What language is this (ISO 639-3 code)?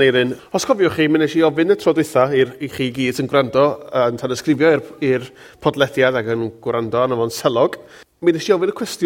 cym